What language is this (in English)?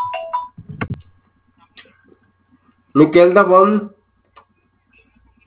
Marathi